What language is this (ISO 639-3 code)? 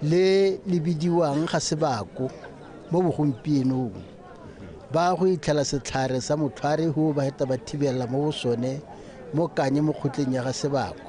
tsn